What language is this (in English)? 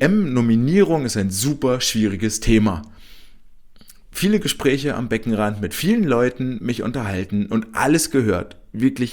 German